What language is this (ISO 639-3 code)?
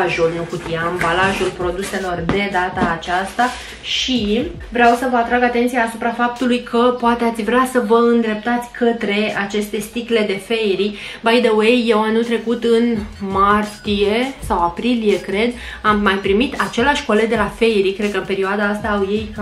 ron